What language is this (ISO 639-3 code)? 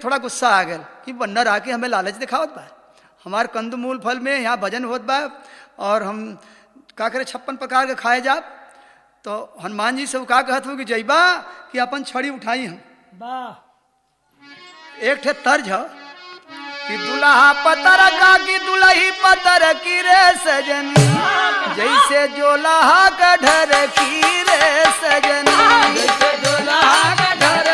bho